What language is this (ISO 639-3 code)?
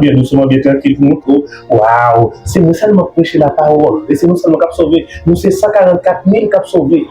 hat